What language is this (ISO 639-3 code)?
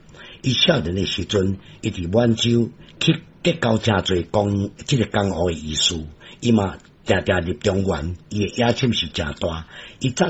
nan